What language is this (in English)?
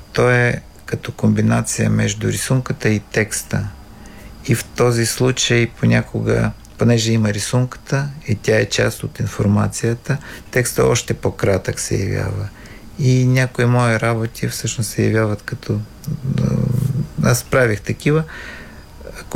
Bulgarian